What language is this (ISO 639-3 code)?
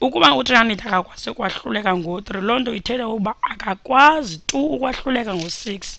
xho